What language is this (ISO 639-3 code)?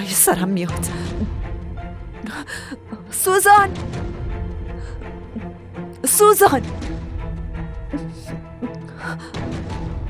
fas